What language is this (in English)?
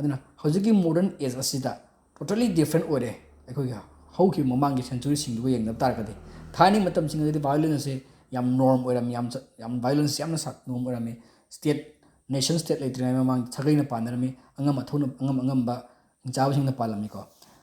Manipuri